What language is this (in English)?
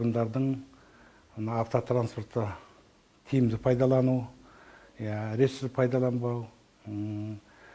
Kazakh